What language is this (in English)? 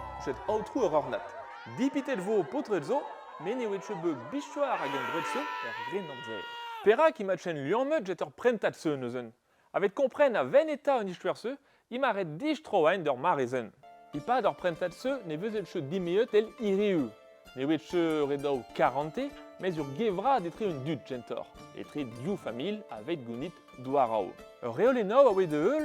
Breton